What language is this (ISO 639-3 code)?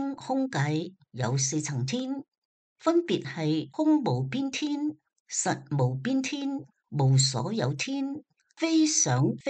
yue